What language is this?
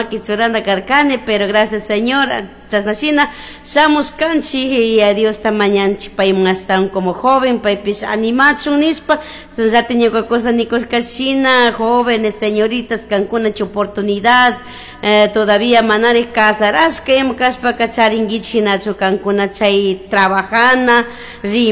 Chimborazo Highland Quichua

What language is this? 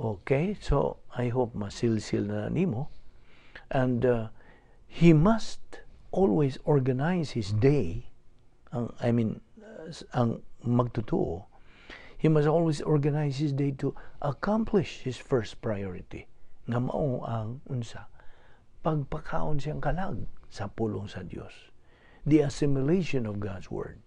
Cebuano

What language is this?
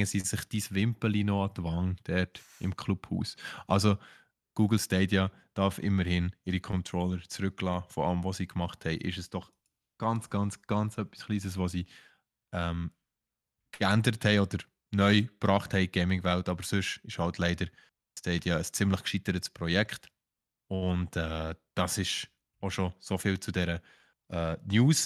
Swiss German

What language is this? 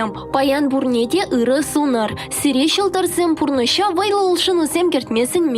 Chuvash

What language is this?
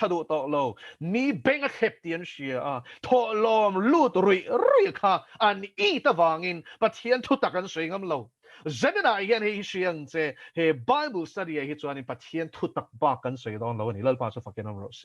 Mizo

